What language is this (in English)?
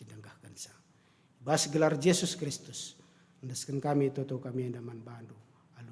Batak Karo